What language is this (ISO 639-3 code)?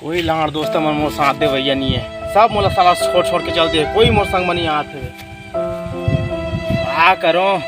hne